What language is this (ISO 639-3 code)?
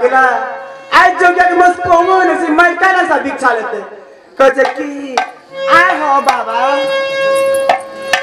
mai